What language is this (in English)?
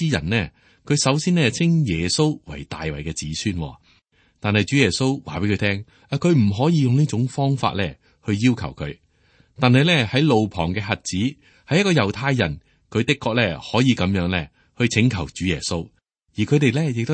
Cantonese